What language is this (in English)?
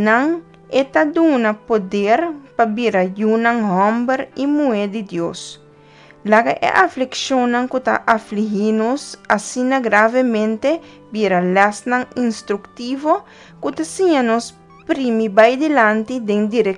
Papiamento